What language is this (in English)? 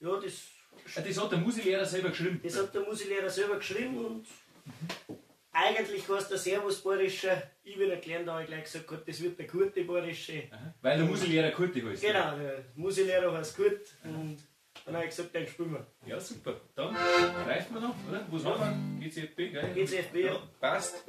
Bavarian